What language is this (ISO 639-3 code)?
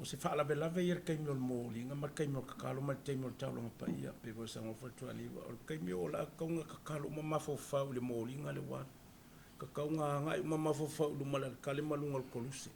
smo